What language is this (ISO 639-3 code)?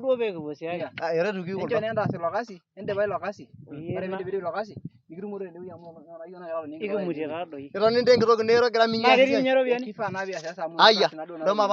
mas